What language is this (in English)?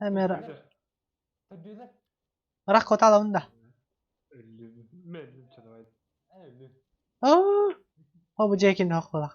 Yakut